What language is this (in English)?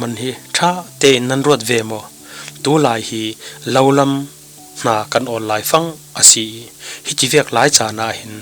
Falam Chin